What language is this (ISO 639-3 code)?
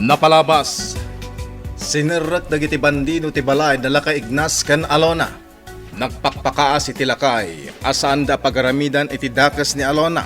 ilo